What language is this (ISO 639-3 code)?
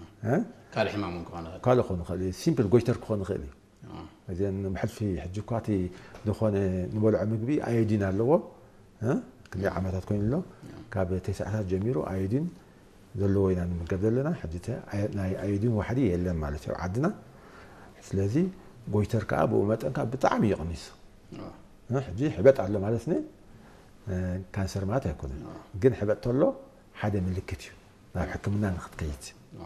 tir